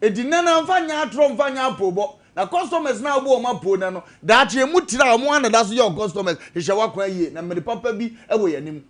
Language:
Akan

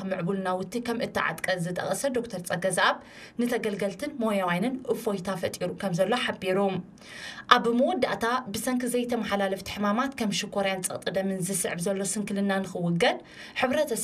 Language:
Tigrinya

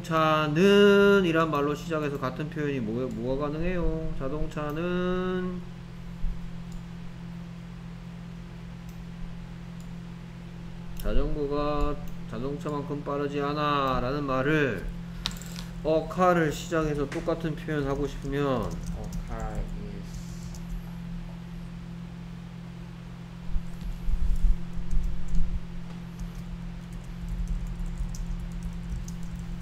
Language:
Korean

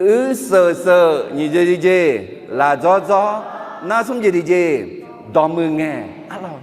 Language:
Akha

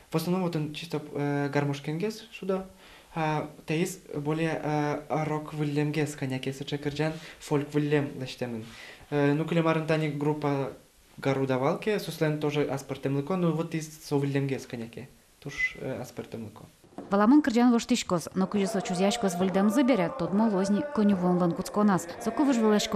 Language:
Udmurt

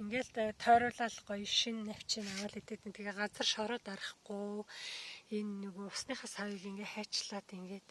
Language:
Mongolian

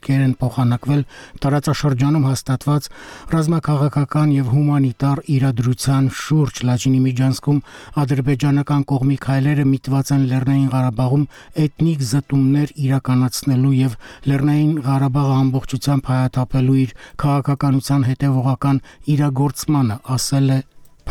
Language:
Armenian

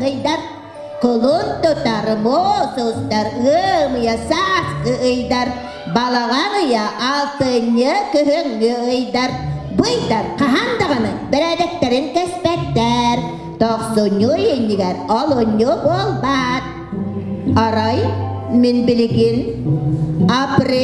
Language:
Yakut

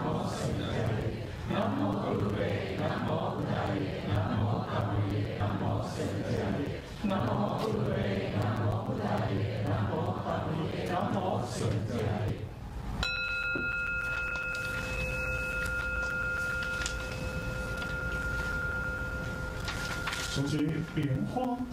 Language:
Chinese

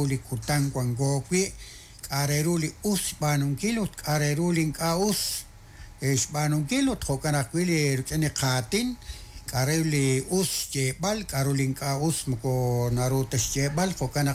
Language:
Kekchí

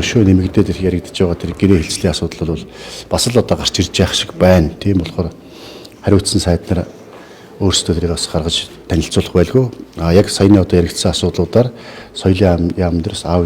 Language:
Mongolian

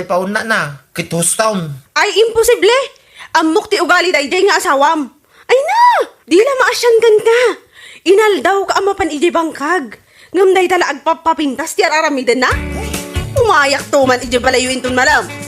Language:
Iloko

